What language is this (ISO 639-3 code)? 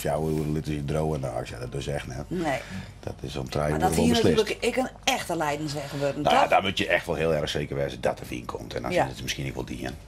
fry